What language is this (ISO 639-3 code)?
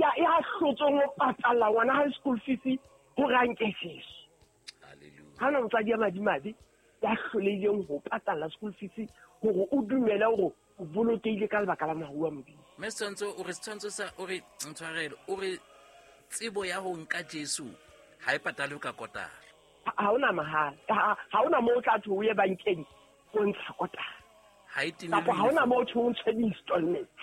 sot